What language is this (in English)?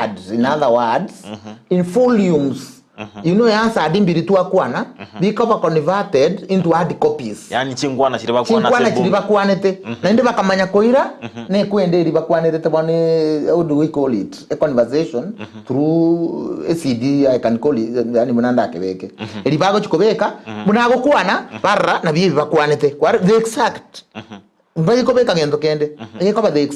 Gusii